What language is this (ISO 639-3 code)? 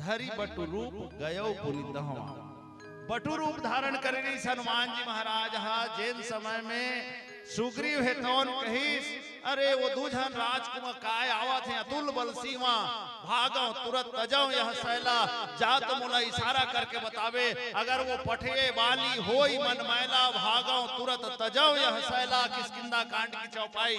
hne